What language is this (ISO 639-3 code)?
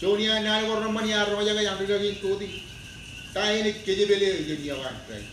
mah